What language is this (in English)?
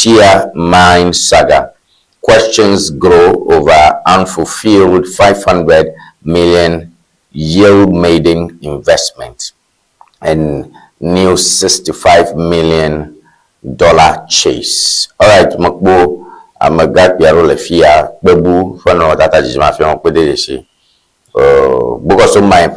Ewe